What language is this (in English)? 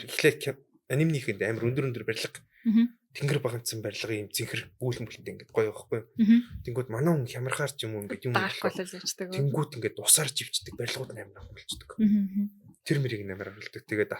Mongolian